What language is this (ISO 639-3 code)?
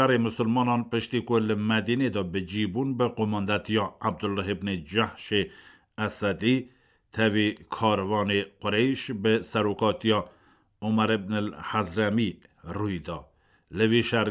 kur